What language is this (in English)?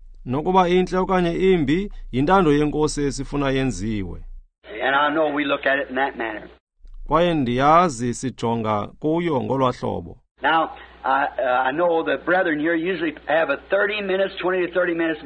Xhosa